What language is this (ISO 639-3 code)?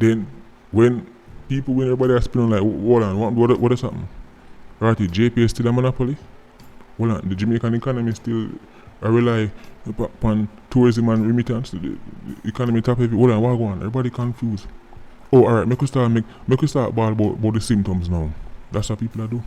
jam